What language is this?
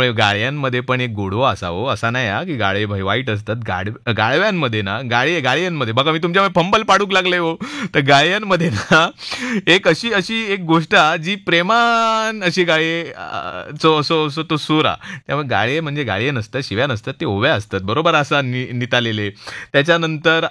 Marathi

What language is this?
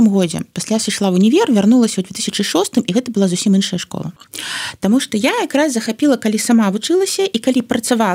Belarusian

